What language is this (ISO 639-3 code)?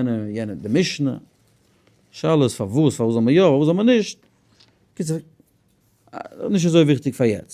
yid